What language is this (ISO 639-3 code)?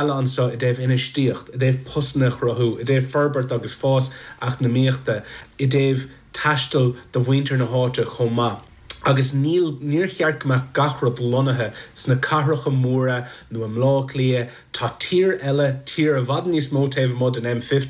gle